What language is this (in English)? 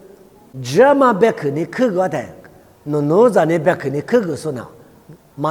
Lisu